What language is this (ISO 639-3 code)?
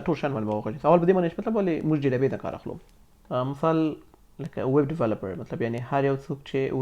pus